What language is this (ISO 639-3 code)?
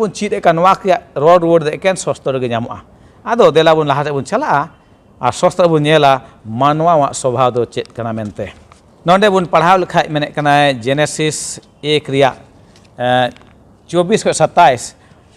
sat